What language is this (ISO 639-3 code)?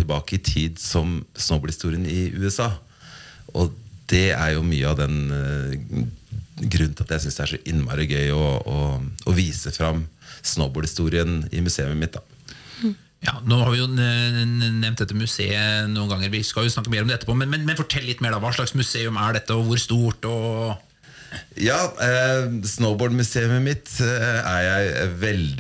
nor